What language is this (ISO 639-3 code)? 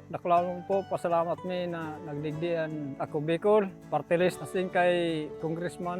bik